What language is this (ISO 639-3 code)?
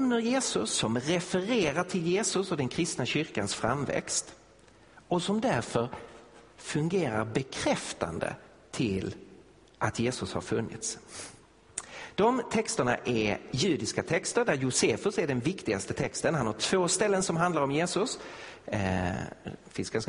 swe